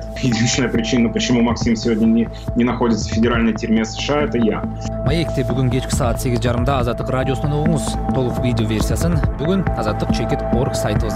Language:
Kyrgyz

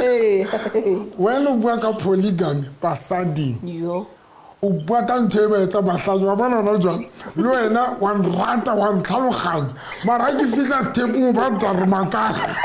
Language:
Southern Sotho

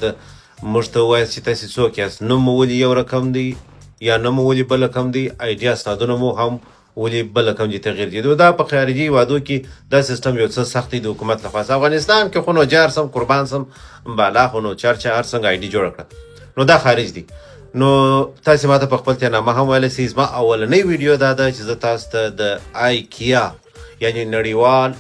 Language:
Pashto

